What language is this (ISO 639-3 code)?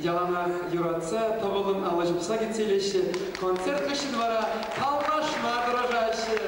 chv